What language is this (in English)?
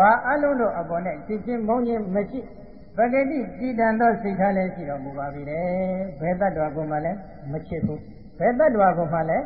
Burmese